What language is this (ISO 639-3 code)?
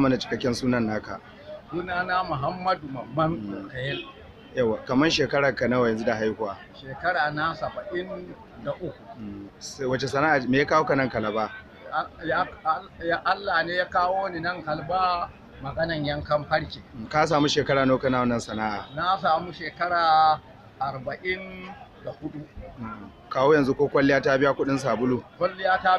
hau